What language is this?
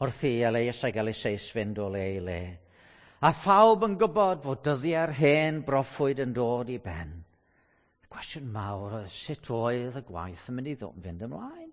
Welsh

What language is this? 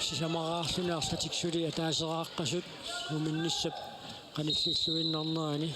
Kalaallisut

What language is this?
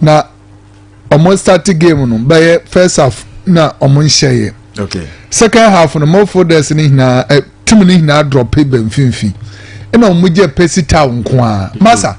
Akan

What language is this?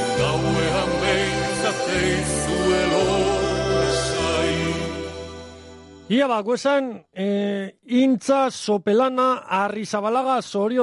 Basque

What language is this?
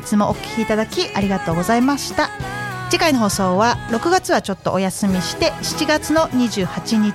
Japanese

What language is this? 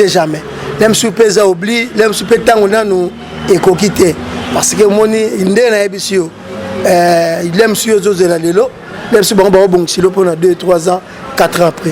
Lingala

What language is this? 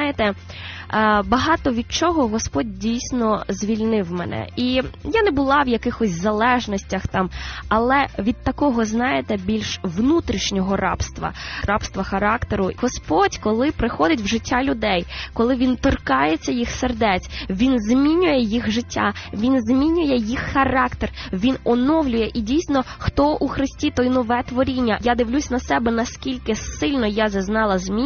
Ukrainian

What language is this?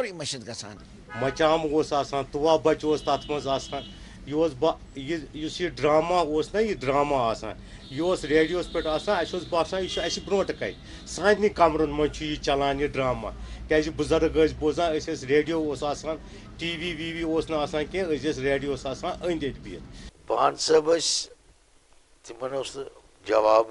Kashmiri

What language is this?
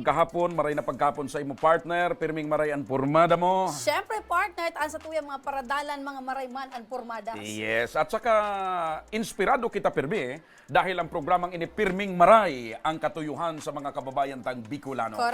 Bikol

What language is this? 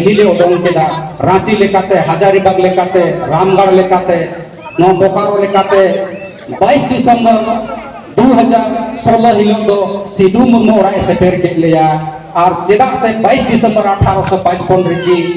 Santali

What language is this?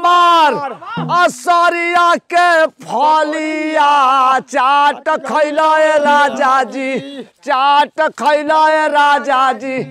Bhojpuri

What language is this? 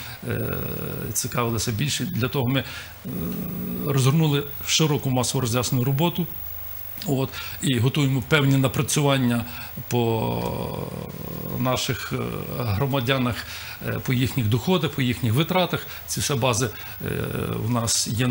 Ukrainian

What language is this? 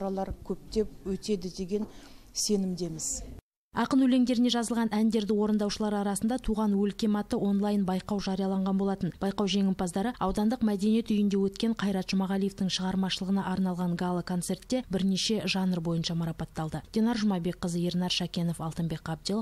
Kazakh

